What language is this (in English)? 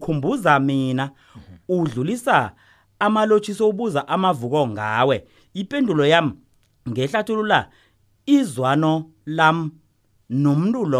South Ndebele